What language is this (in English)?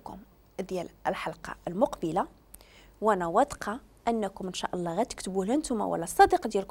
Moroccan Arabic